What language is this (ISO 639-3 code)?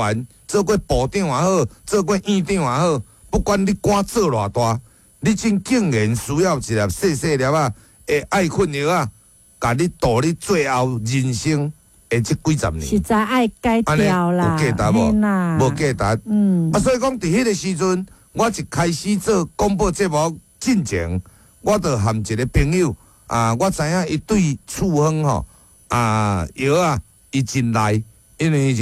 nan